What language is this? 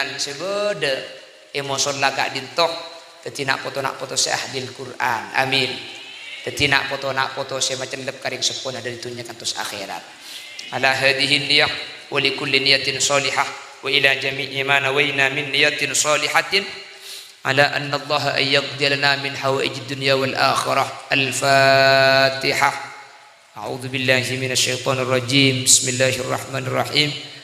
Madurese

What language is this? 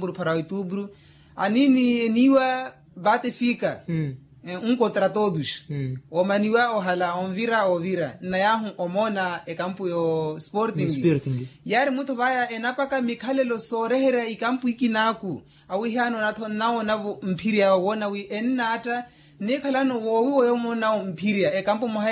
Makhuwa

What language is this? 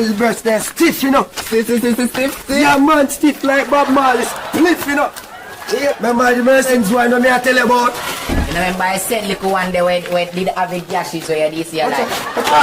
Jamaican Creole English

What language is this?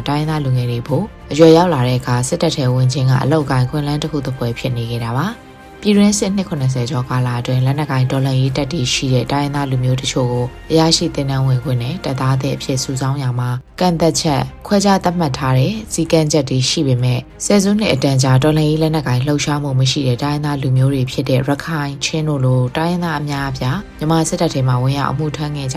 Burmese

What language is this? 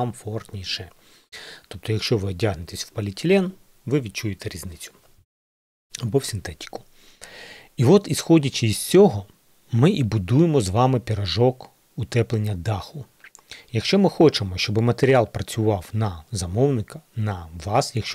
Ukrainian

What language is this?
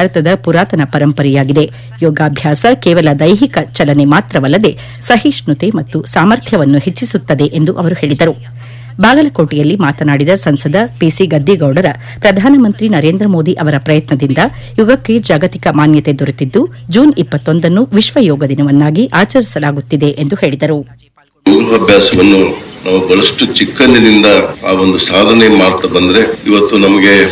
Kannada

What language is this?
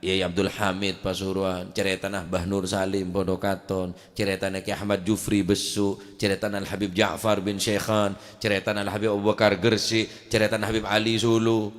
Madurese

